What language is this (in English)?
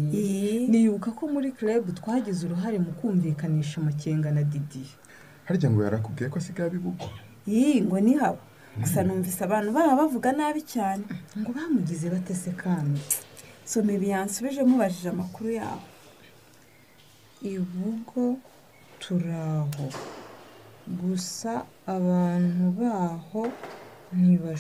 Kinyarwanda